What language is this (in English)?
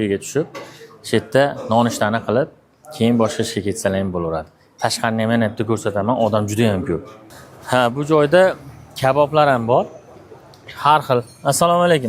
Uzbek